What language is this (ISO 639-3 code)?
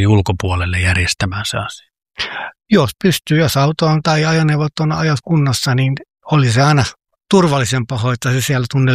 fin